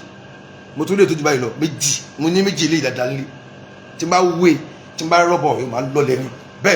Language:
Yoruba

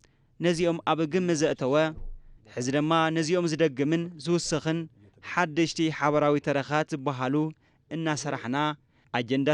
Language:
Tigrinya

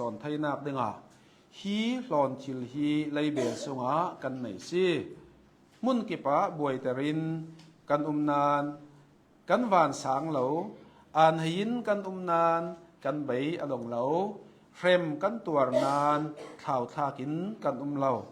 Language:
Hakha Chin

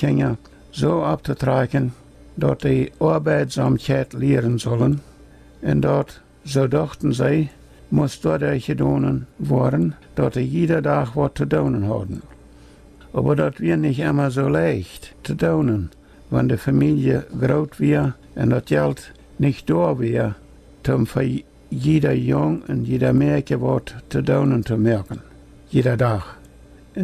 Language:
Plautdietsch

